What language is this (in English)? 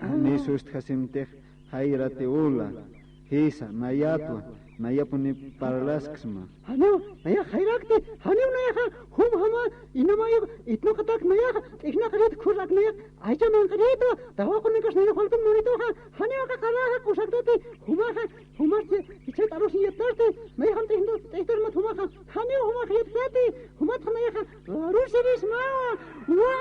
Aymara